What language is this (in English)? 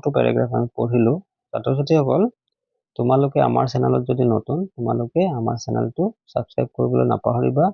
Assamese